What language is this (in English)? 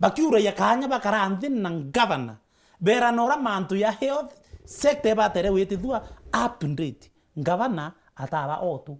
Meru